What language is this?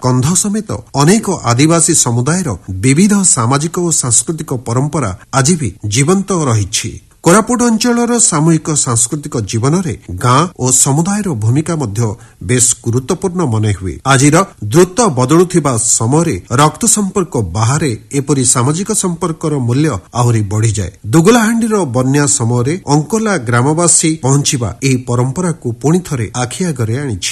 Odia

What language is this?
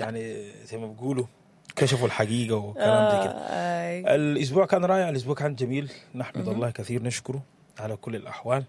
Sudanese Arabic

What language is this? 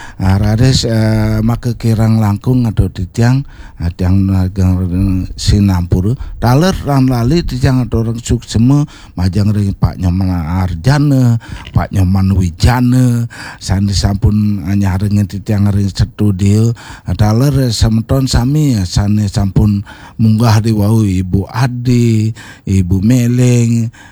Balinese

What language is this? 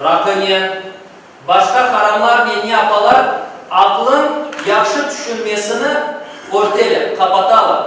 Crimean Tatar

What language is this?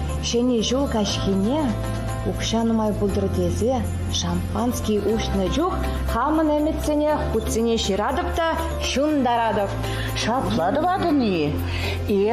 Chuvash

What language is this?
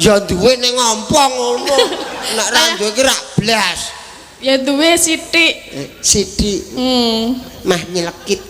Javanese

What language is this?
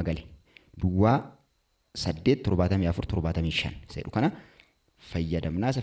Oromo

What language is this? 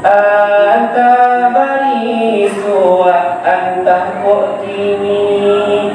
Minangkabau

